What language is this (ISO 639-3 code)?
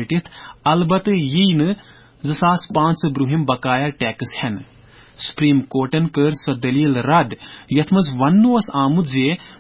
kas